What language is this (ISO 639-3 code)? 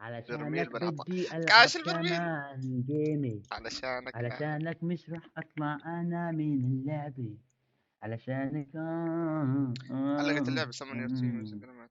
apc